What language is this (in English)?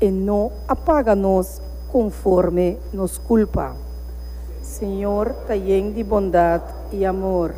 Papiamento